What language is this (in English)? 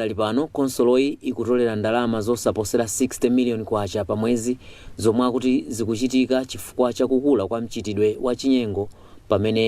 Nyanja